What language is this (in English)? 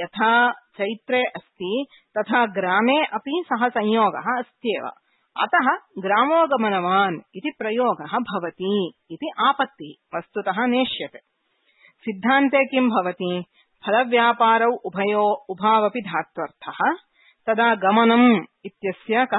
Sanskrit